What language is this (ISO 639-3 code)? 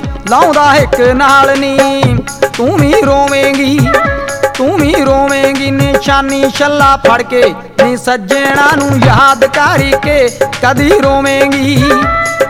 pan